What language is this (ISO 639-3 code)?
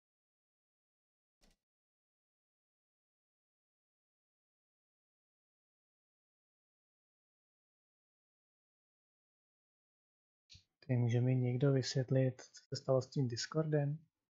ces